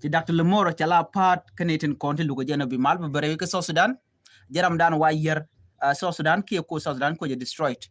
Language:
Nuer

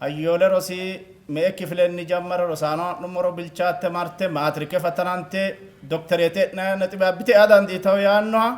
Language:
Sidamo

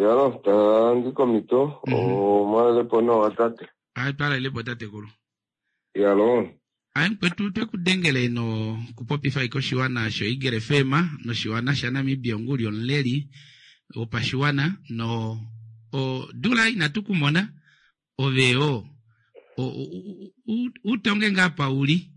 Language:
Kuanyama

